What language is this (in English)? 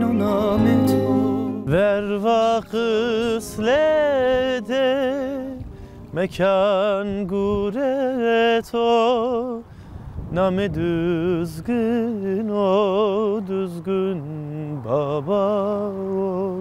Zaza